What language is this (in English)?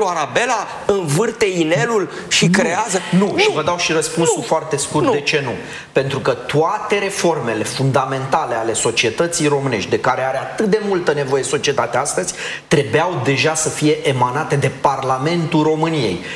Romanian